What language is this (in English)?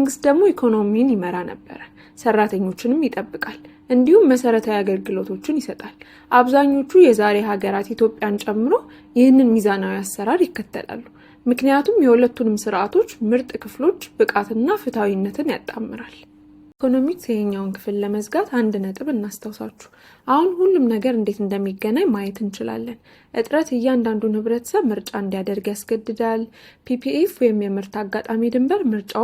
Amharic